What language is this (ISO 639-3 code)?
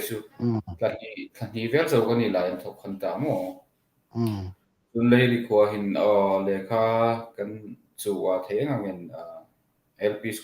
hmr